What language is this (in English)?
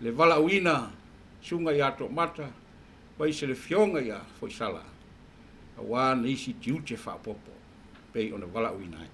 Samoan